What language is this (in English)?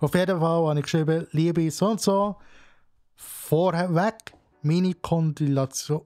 Swiss German